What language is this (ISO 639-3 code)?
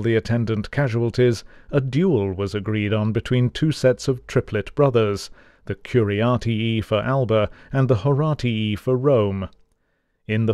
eng